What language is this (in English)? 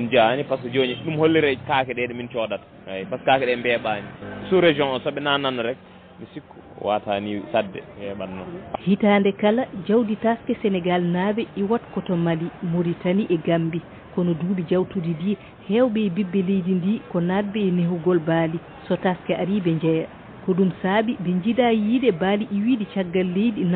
Fula